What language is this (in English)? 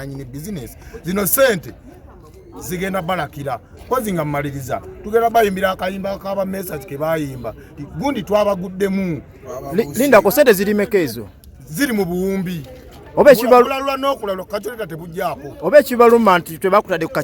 Ganda